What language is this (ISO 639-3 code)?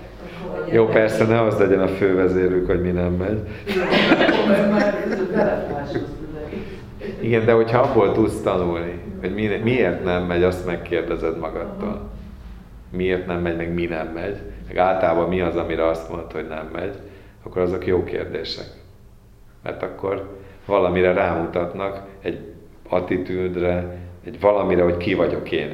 hun